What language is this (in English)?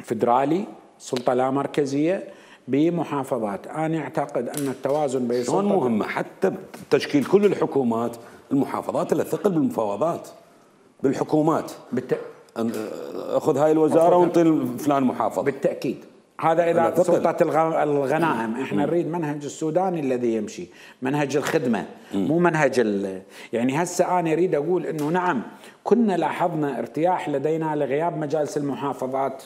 Mesopotamian Arabic